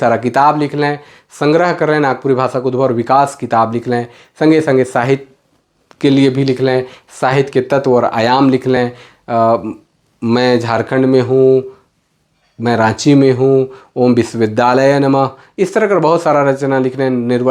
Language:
Sadri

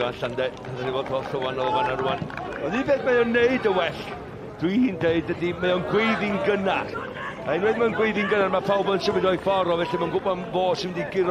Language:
Welsh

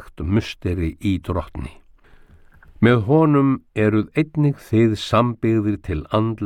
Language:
Icelandic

